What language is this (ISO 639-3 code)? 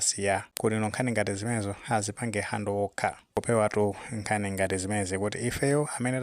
nya